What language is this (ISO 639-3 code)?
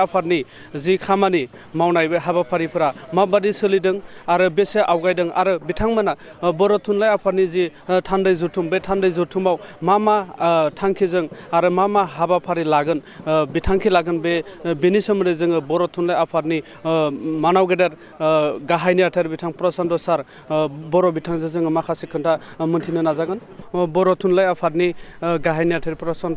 brx